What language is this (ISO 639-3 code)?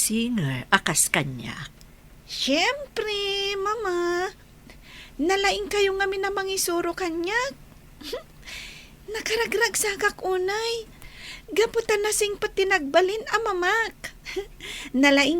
ilo